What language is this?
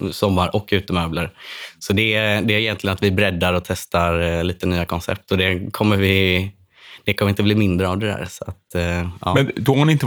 Swedish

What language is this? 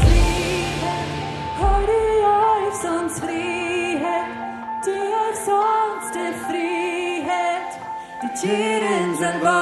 Plautdietsch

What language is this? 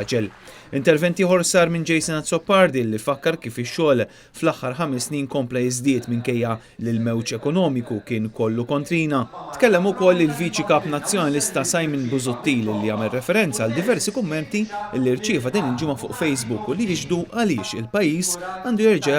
Maltese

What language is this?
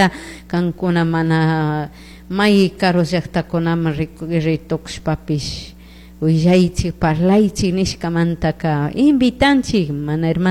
Chimborazo Highland Quichua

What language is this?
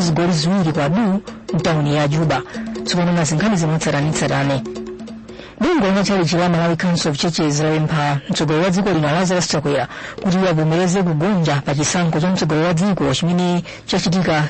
Nyanja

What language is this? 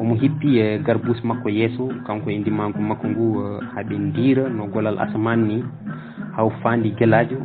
Fula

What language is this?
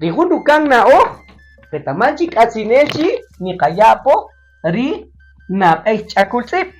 Kaqchikel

